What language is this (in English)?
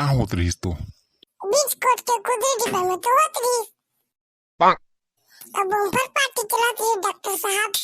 Chhattisgarhi